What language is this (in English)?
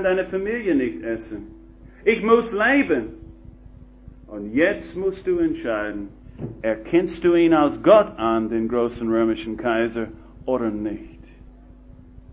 German